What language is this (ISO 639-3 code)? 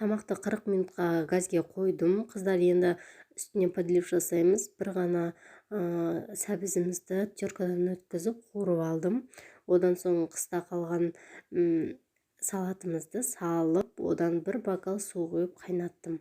kaz